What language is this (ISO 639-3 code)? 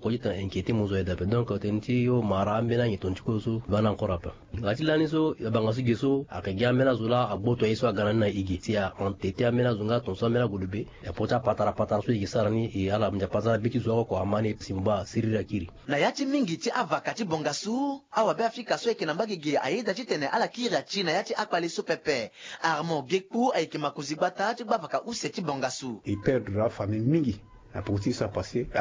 sag